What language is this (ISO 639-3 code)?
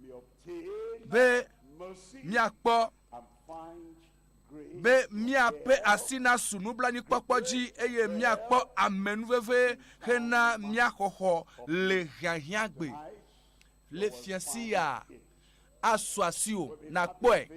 ewe